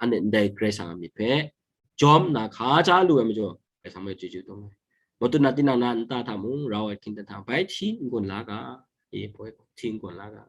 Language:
Kachin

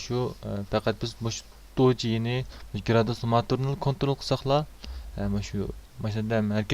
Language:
Uyghur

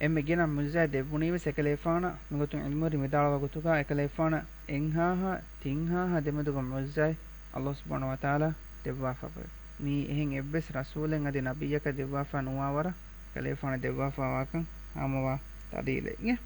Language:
Divehi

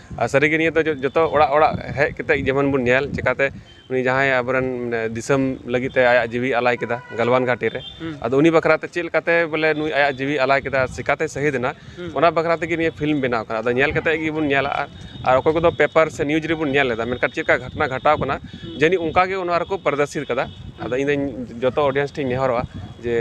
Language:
Santali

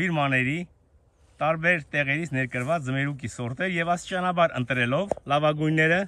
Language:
Armenian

